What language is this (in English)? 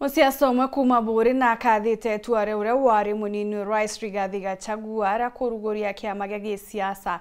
Meru